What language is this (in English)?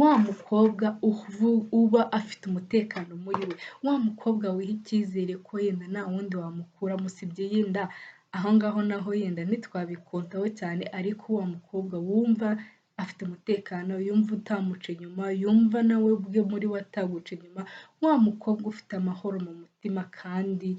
Kinyarwanda